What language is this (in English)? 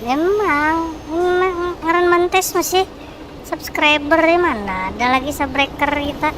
Banjar